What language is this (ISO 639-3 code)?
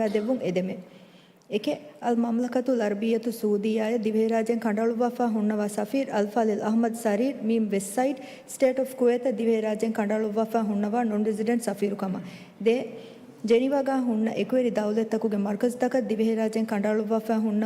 div